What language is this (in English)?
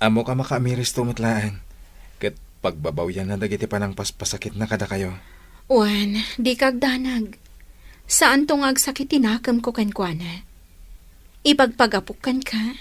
Iloko